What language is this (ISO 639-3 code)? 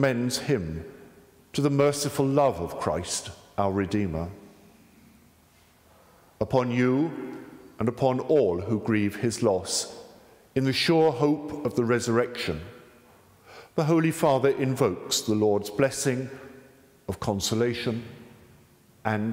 eng